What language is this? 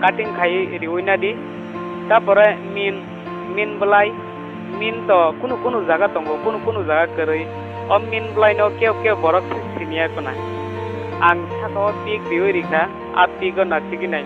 Kok Borok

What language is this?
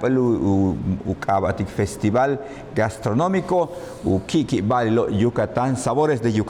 Yucateco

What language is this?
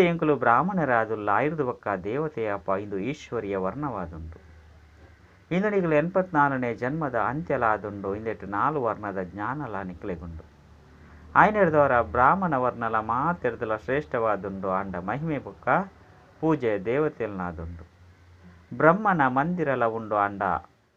Tulu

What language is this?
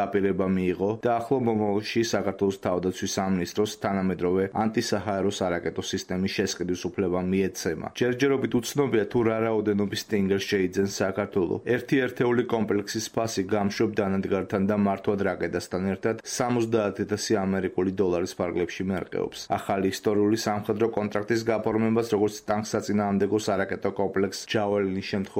Georgian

